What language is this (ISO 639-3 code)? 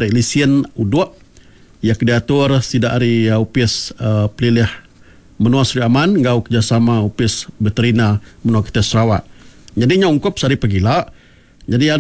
iba